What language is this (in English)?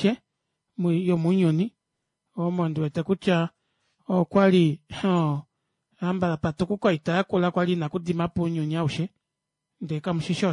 Kuanyama